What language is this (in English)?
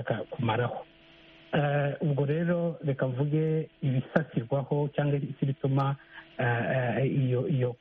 Kinyarwanda